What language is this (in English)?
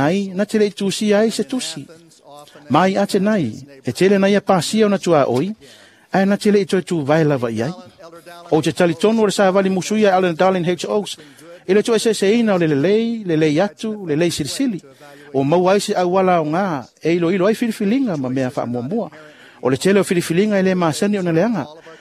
Samoan